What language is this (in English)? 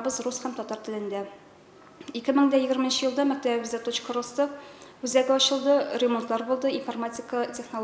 Tatar